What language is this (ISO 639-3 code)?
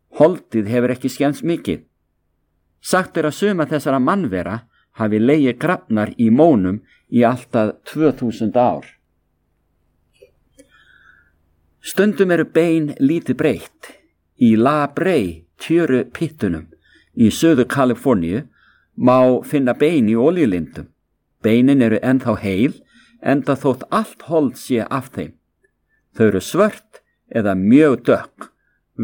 isl